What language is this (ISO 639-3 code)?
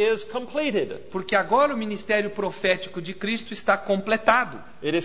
por